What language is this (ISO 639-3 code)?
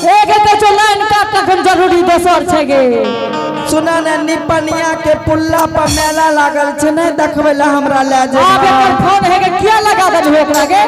anp